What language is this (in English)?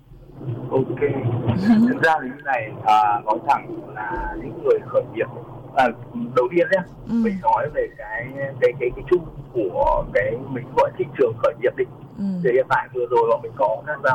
Vietnamese